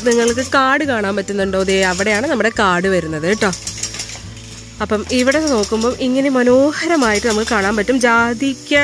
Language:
Malayalam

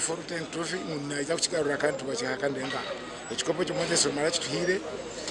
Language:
Nyankole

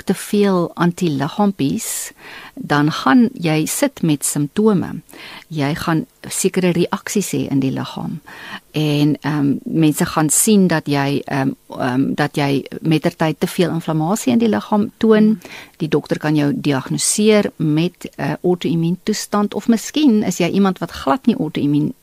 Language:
Afrikaans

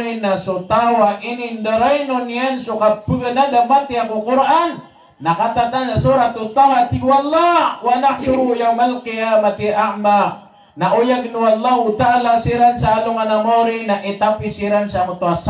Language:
Maranao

